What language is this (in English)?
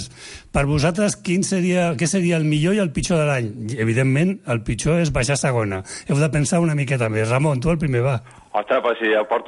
Catalan